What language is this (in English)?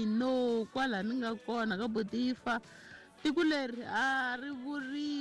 Tsonga